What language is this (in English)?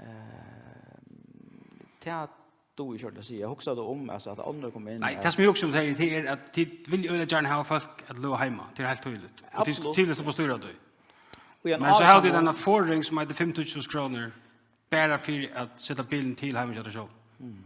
Faroese